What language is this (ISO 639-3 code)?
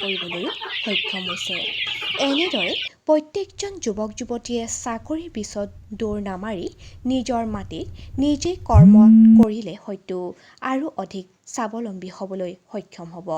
asm